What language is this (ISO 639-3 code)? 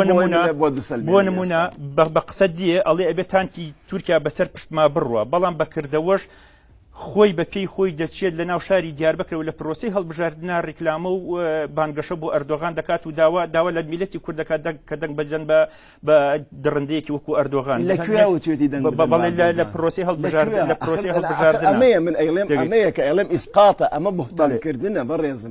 ckb